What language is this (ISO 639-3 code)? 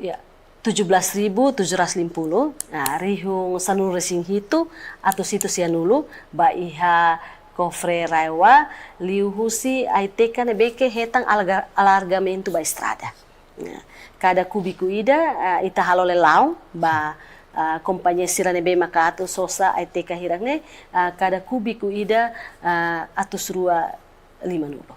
tet